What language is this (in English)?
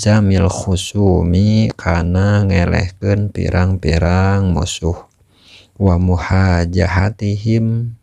Sundanese